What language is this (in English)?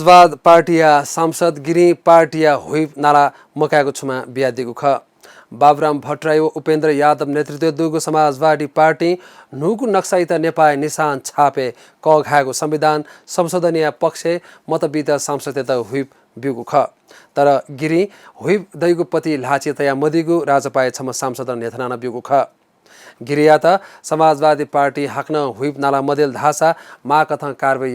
Newari